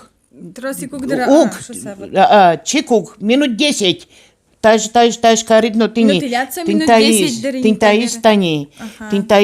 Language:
Udmurt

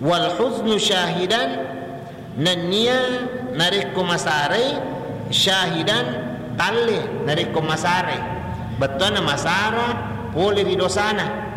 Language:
Buginese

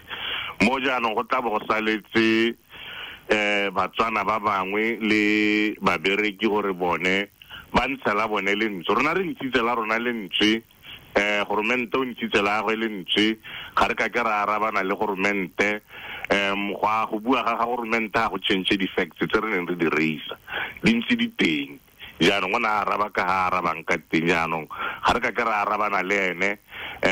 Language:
Tswana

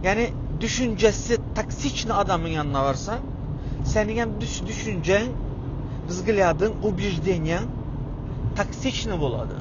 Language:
Turkmen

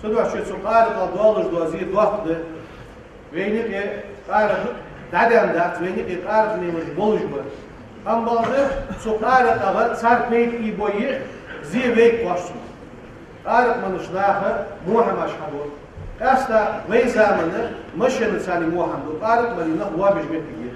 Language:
Ingush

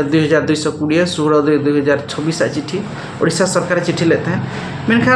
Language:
Santali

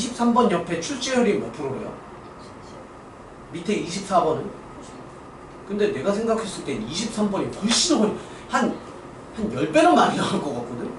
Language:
Korean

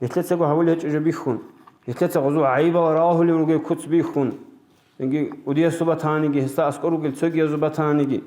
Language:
Avaric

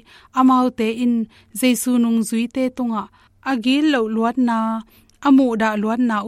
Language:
Tedim Chin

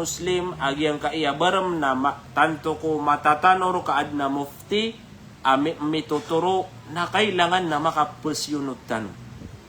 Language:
Maranao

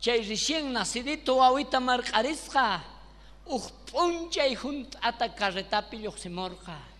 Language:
South Bolivian Quechua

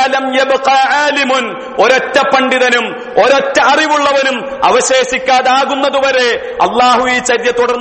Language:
Malayalam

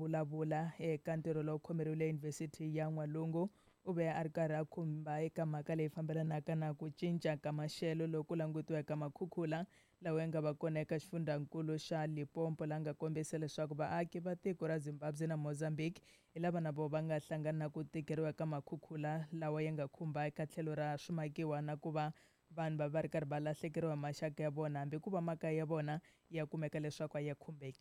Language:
Tsonga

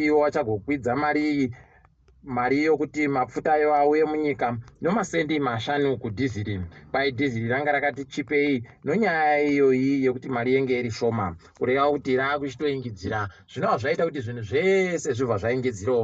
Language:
Ndau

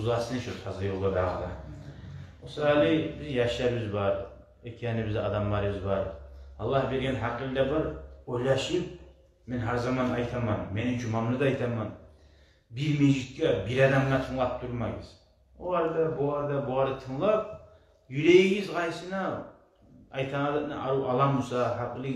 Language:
Kumyk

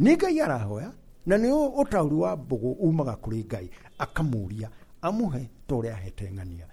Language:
Kikuyu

